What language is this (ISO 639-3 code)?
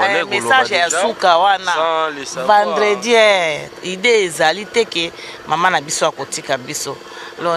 lin